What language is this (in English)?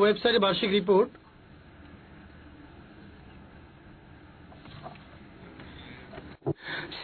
Bangla